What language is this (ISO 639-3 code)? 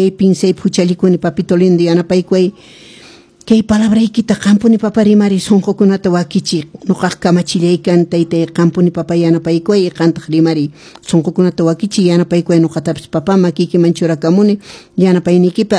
que